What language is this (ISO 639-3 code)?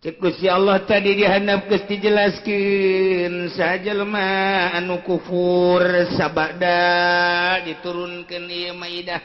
sun